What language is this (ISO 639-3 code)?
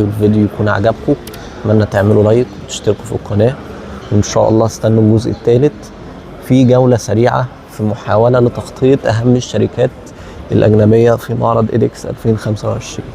arz